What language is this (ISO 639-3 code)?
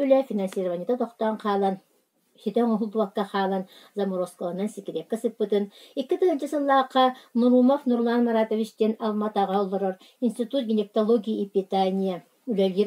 sah